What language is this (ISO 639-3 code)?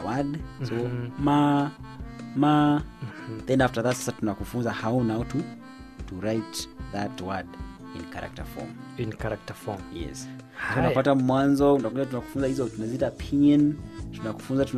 swa